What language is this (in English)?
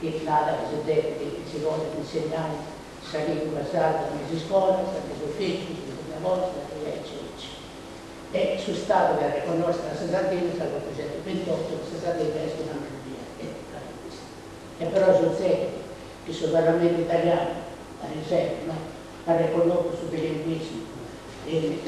Sardinian